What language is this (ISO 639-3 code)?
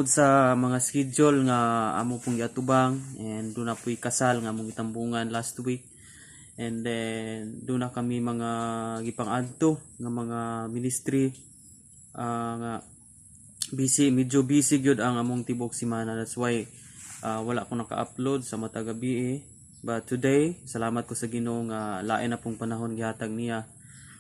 ceb